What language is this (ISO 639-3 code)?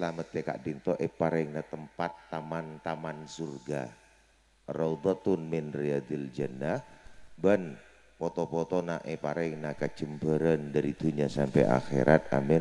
mad